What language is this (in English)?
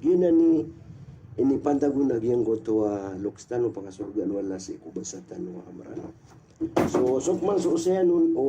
Maranao